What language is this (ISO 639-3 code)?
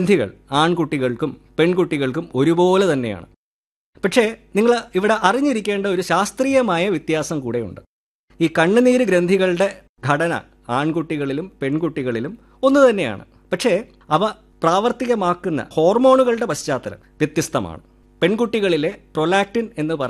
mal